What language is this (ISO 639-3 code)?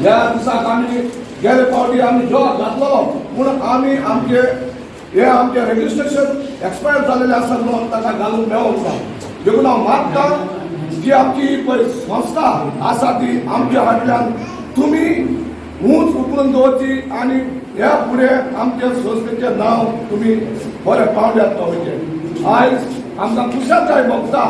kok